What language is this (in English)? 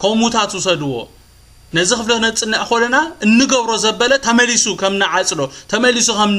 Tigrinya